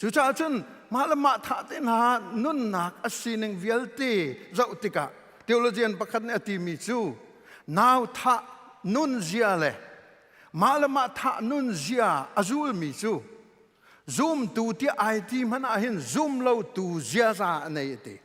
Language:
Hakha Chin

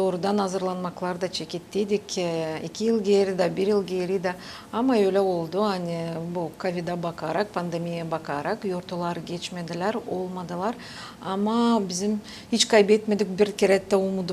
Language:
Gagauz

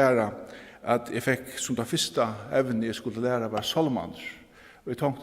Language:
Faroese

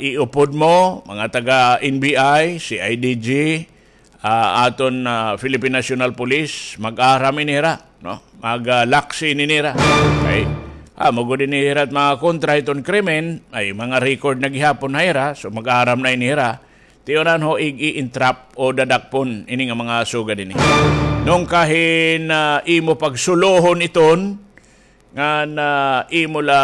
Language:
Waray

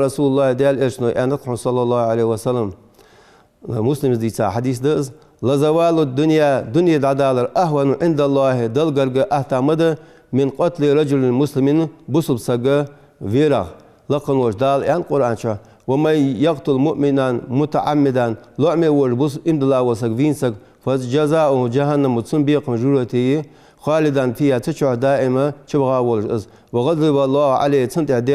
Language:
Ingush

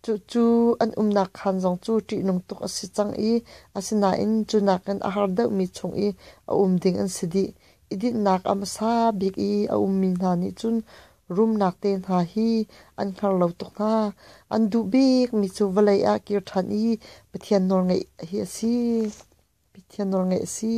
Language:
Hakha Chin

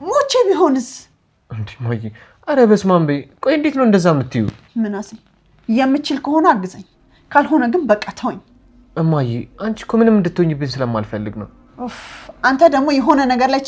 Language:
Amharic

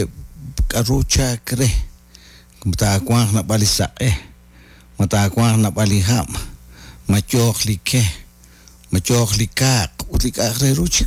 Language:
Kekchí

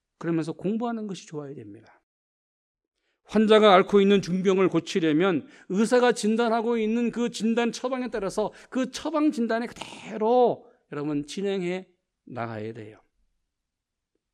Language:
Korean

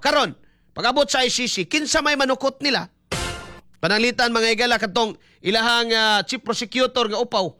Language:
Cebuano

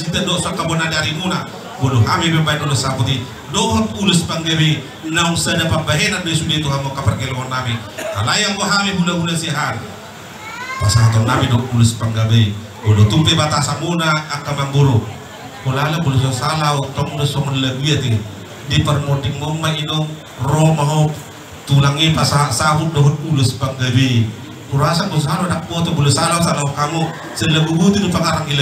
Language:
Batak Toba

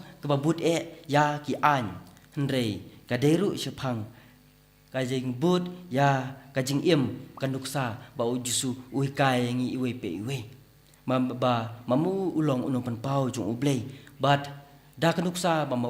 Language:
Khasi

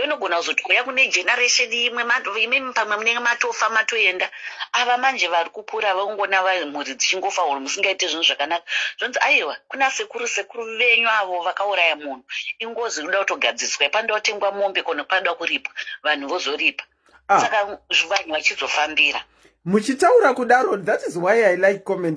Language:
Shona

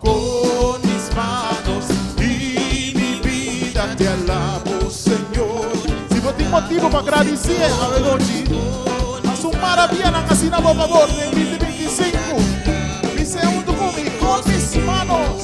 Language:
Papiamento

